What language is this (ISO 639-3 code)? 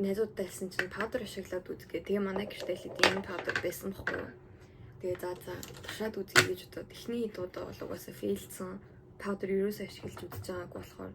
mon